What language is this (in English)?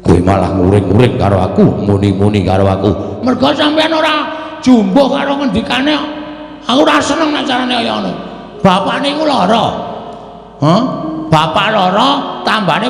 Javanese